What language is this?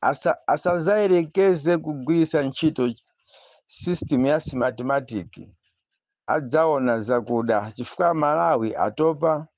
Nyanja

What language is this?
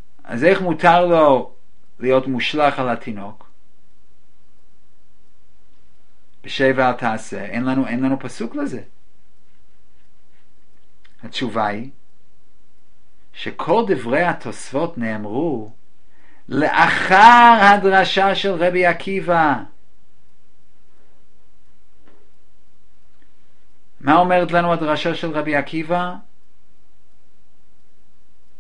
Hebrew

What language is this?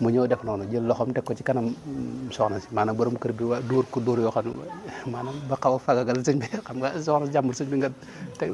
Wolof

